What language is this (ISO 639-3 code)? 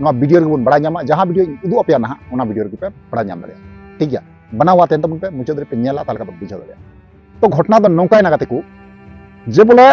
sat